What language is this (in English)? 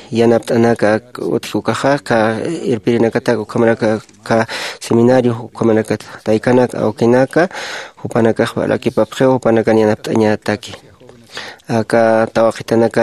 Aymara